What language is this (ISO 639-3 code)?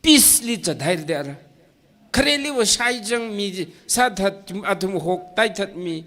nmf